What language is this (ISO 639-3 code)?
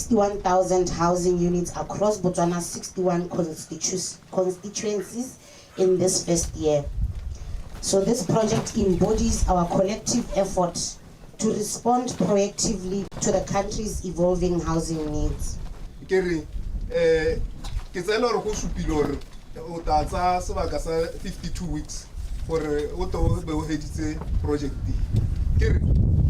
tsn